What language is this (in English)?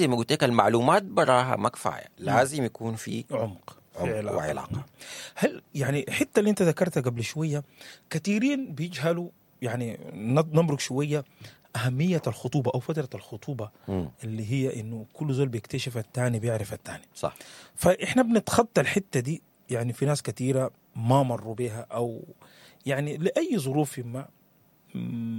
Sudanese Arabic